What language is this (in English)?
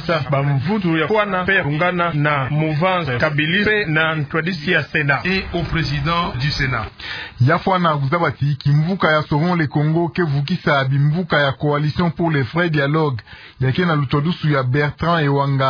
Kituba (Democratic Republic of Congo)